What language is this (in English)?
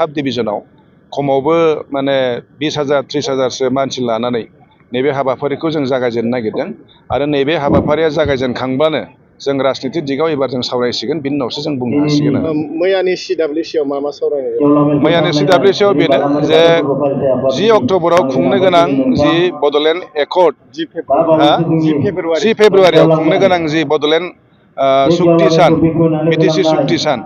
Bodo